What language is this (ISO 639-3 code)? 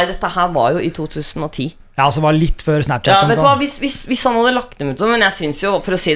nor